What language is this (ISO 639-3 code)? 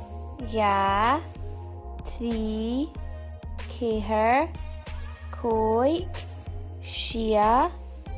gla